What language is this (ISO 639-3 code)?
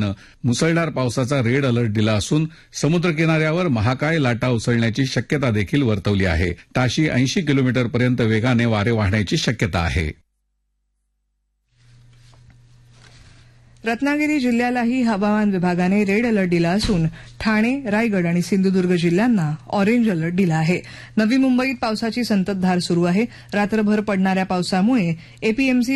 mar